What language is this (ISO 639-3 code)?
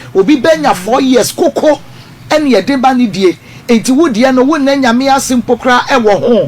aka